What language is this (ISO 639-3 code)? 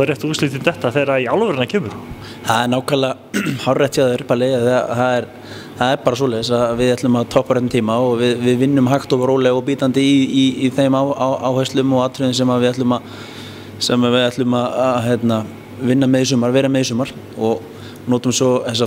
isl